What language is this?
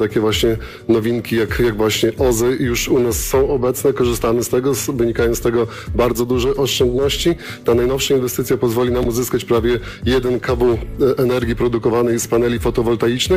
Polish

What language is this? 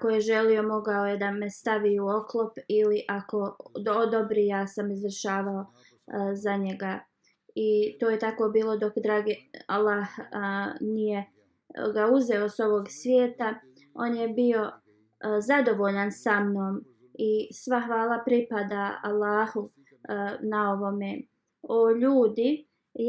Bosnian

